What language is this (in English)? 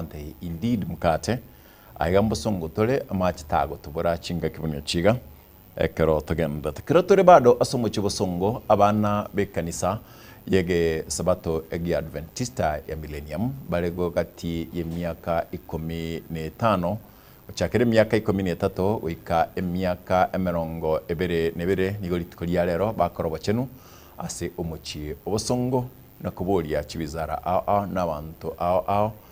Gusii